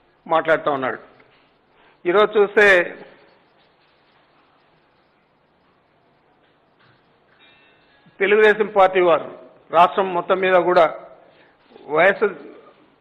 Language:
Telugu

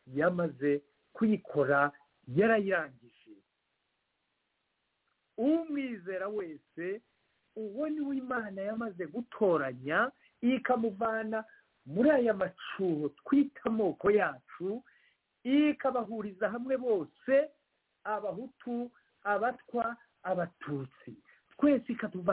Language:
Kinyarwanda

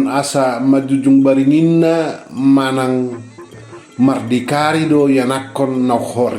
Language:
Batak Toba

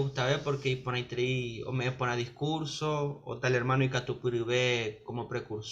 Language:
Guarani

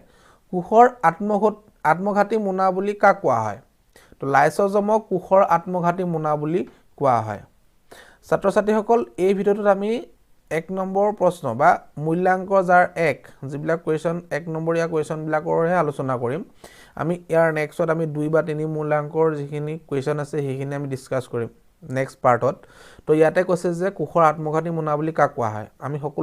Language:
Assamese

